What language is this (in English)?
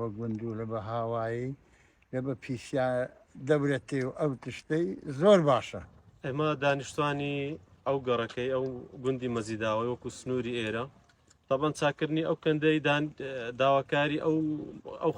Central Kurdish